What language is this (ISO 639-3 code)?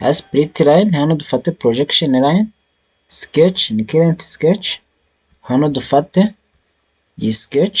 kin